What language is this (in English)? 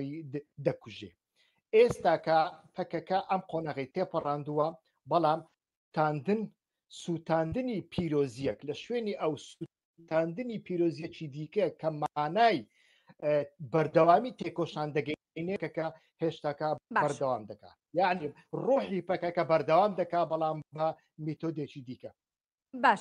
Central Kurdish